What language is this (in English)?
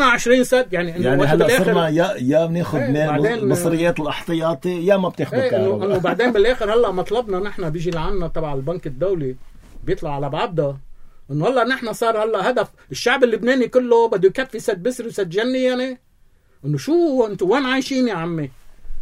North Levantine Arabic